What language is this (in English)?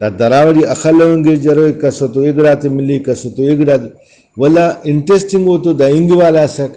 Brahui